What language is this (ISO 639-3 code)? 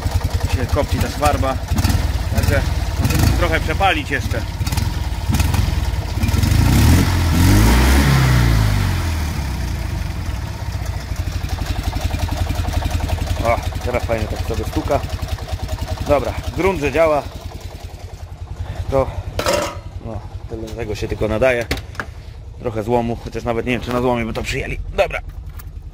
pol